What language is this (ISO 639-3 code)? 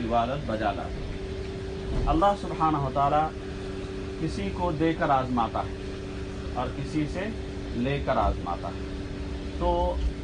urd